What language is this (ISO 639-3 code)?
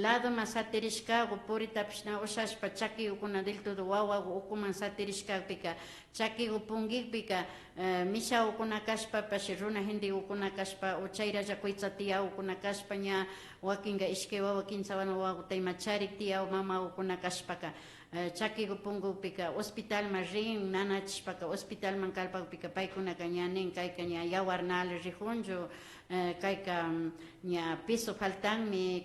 qvi